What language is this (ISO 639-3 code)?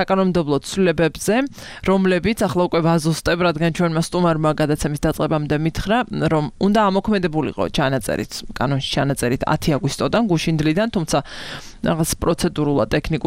kat